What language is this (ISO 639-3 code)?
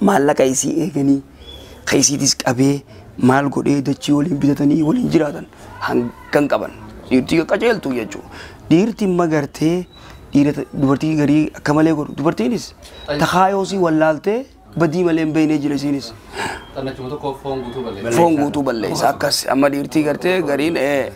orm